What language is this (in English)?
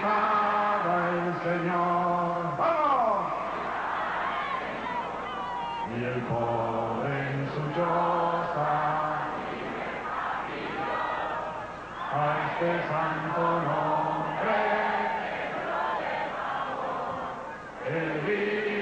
Spanish